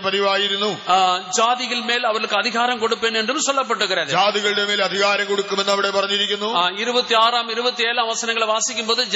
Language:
Malayalam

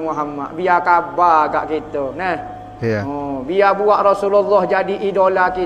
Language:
Malay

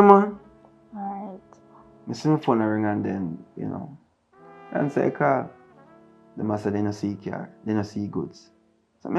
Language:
Jamaican Creole English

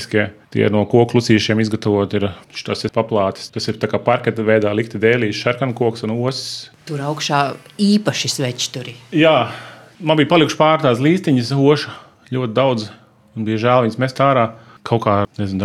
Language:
Latvian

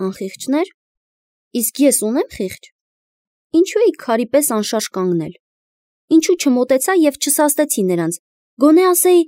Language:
Armenian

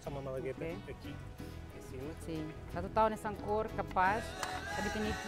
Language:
Tetum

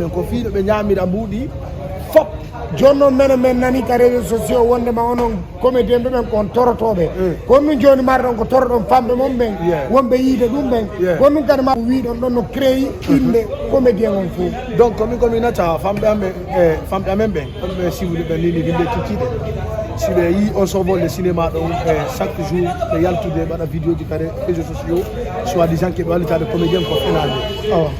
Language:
Fula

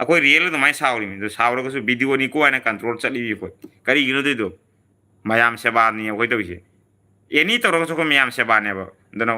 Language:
Manipuri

